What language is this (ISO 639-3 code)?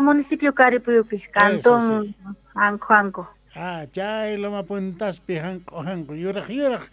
quh